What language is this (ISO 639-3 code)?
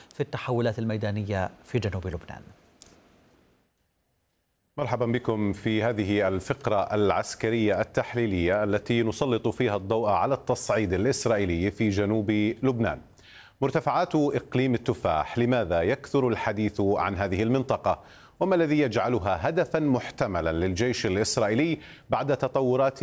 ara